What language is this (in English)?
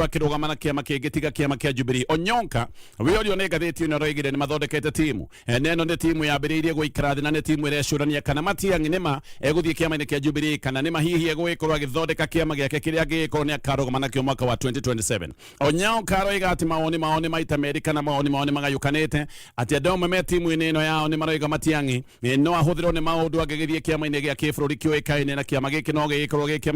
Kikuyu